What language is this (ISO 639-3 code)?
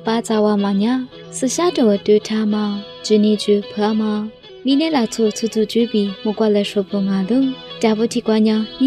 lis